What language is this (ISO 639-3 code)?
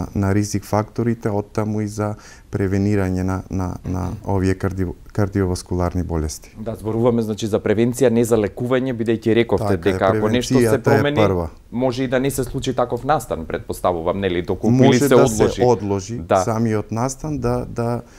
mkd